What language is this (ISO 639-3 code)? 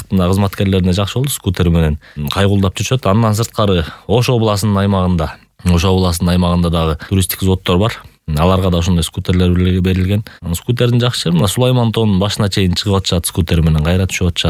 kir